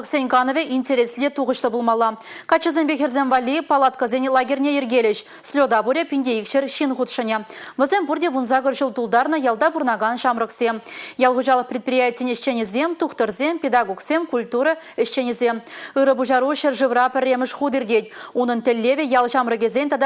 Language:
Chuvash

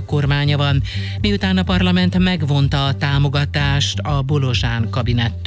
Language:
Hungarian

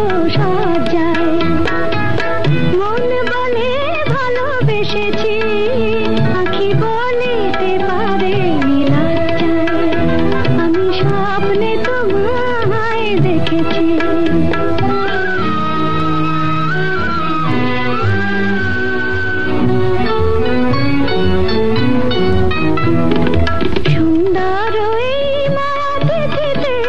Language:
Bangla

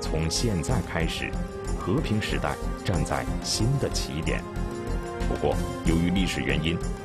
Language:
Chinese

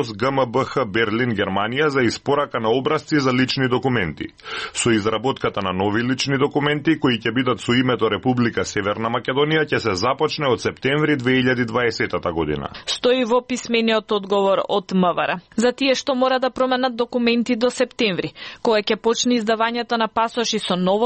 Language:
Macedonian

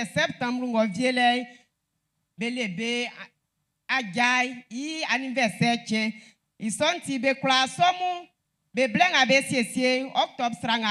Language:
Baoulé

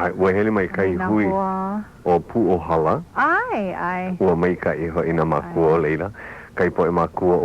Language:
Hawaiian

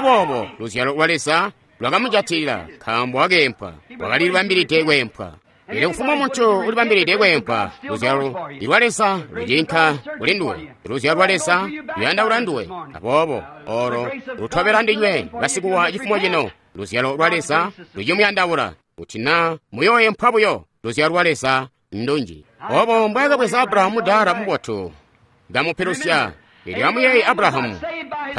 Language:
Tonga (Zambia)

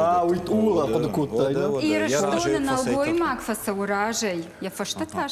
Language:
Ossetic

